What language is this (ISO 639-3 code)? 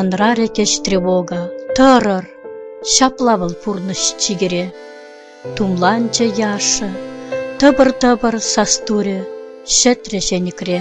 chv